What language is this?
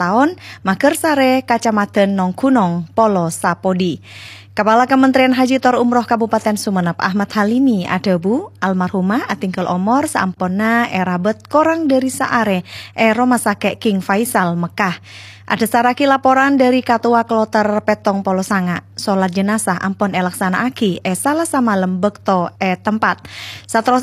Madurese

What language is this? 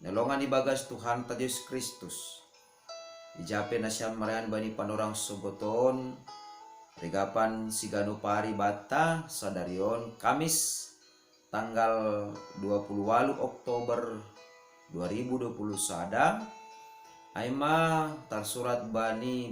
Batak Simalungun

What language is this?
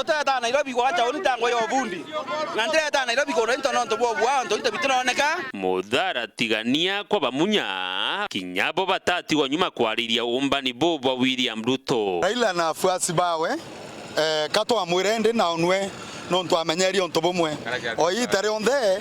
Meru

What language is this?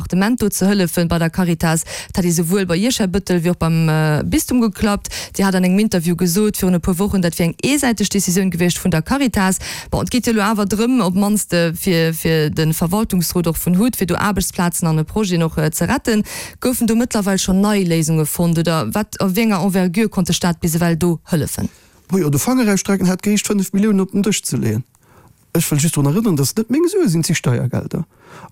Luxembourgish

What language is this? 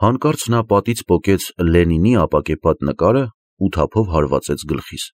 Armenian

